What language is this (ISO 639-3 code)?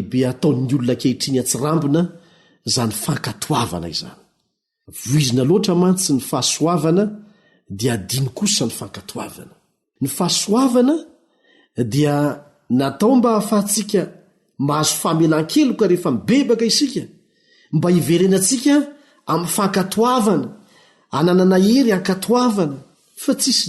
mlg